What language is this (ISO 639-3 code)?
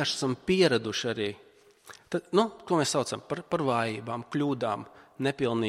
lav